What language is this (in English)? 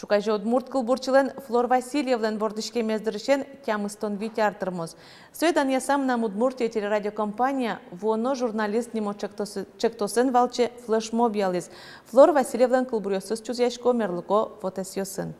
Udmurt